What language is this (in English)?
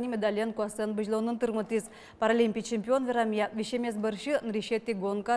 Udmurt